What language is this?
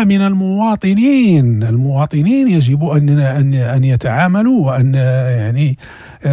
Moroccan Arabic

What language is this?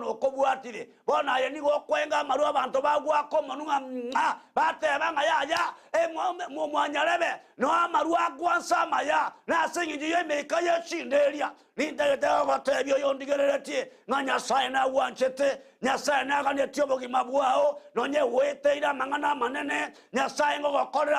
Gusii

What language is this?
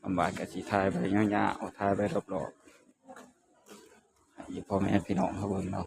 Northeastern Thai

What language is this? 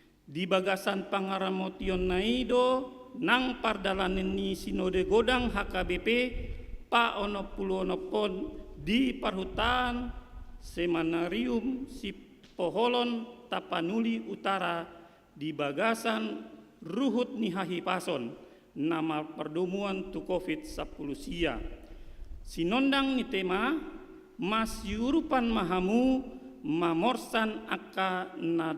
Batak Toba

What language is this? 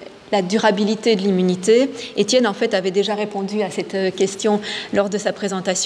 French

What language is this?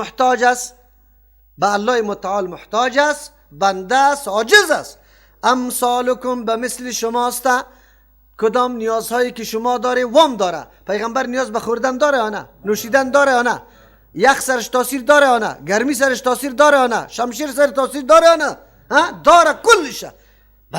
Persian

